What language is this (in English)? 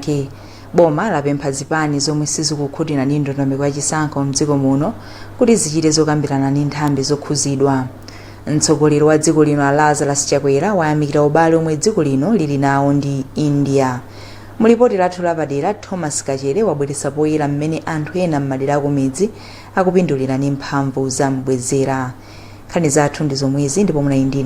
Nyanja